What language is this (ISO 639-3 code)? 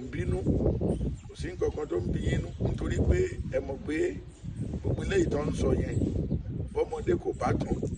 yor